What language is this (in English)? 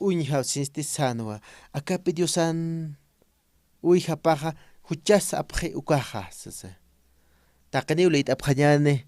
Aymara